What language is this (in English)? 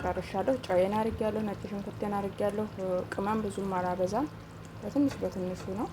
Amharic